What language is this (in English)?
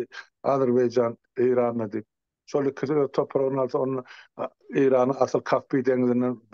Turkmen